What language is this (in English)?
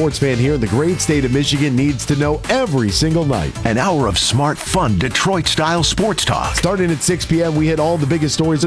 English